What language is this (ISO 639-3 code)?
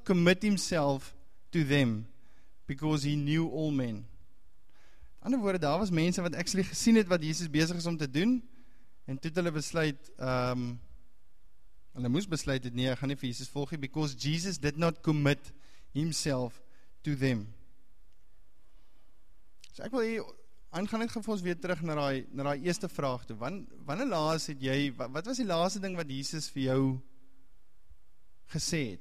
afr